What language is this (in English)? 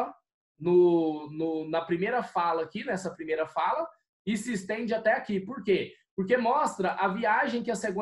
Portuguese